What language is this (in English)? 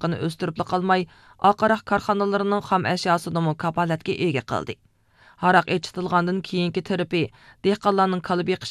Uyghur